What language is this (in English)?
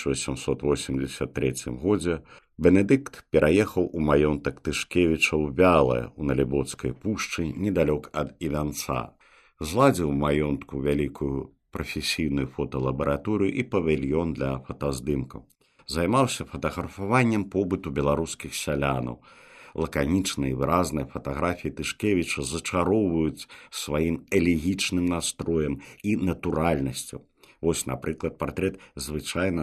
Belarusian